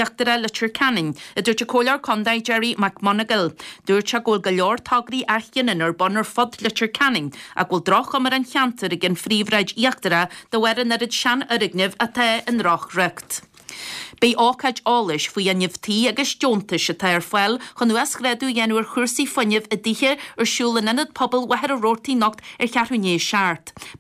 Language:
Irish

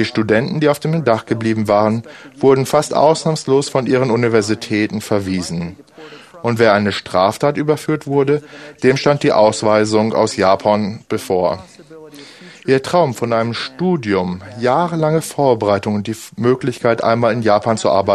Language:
German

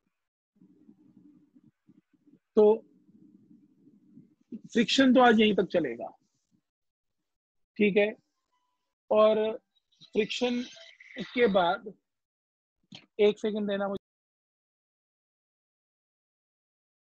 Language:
Hindi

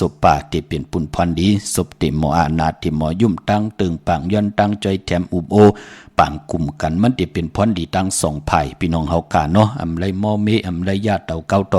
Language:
Shan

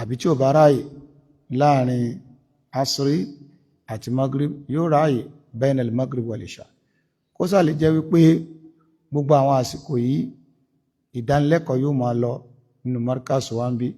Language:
Yoruba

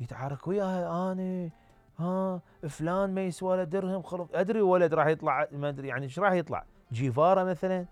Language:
Mesopotamian Arabic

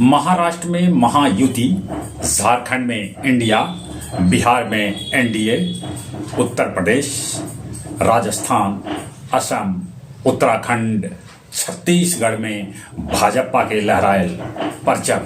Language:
Magahi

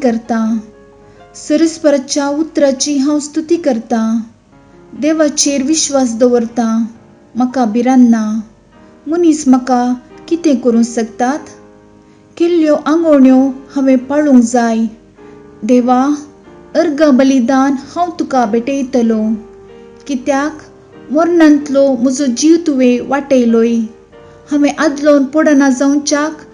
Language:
Konkani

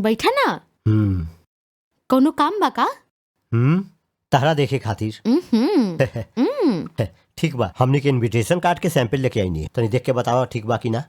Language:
Bhojpuri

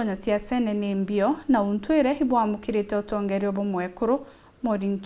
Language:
Meru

